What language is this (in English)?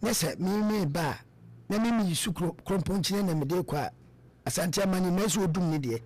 Akan